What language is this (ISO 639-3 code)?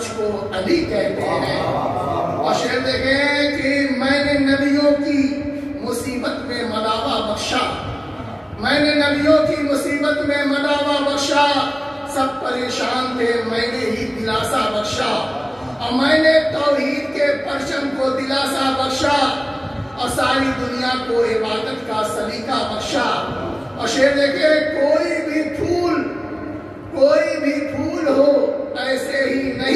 urd